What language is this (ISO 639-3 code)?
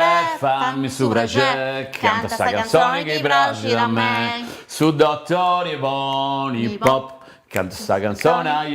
srd